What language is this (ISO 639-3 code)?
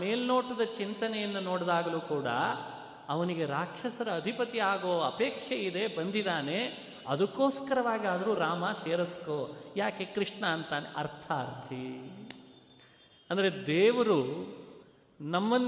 kan